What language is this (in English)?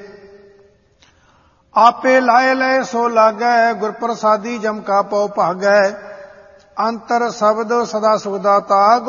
Punjabi